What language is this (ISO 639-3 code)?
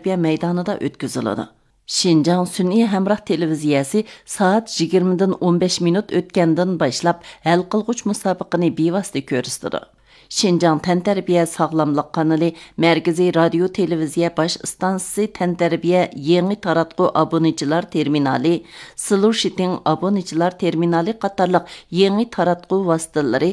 uig